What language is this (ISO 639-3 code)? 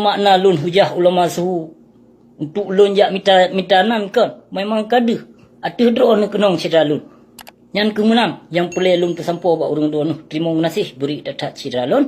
ace